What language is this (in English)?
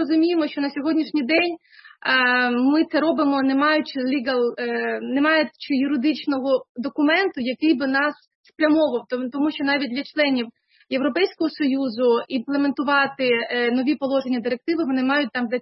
Ukrainian